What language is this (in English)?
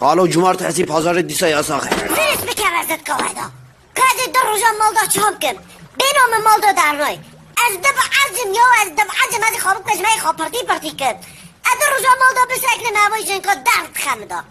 Kurdish